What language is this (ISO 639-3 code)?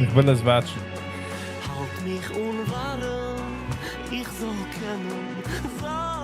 yid